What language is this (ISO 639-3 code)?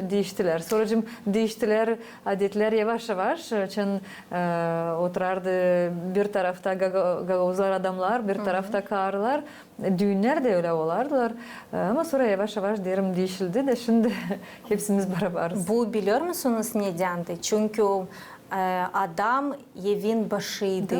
gag